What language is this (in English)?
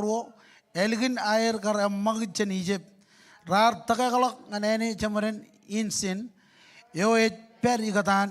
Marshallese